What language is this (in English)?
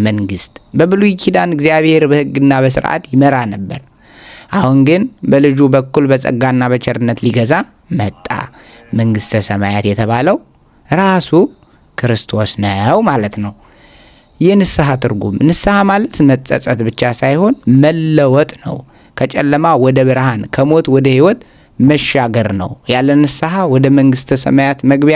Amharic